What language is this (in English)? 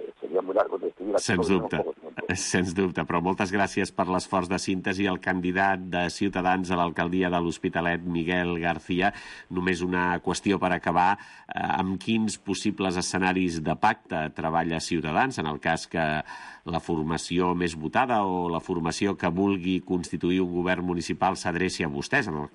Catalan